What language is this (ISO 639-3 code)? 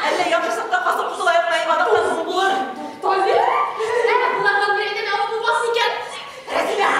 bak